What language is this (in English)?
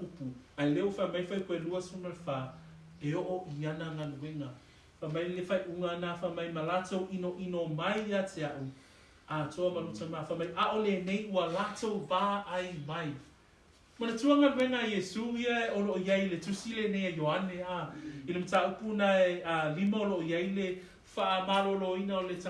Samoan